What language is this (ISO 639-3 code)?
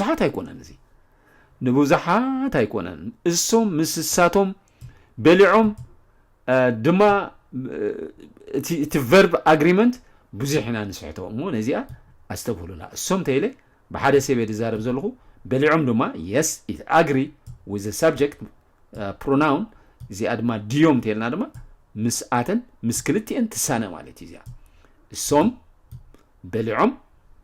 tir